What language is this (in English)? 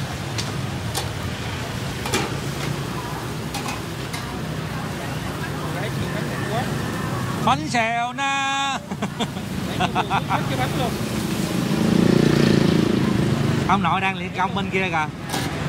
Vietnamese